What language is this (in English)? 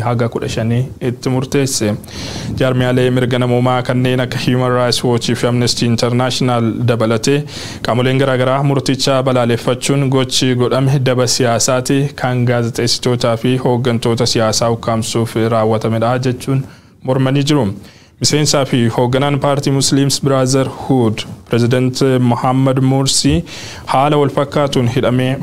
Oromo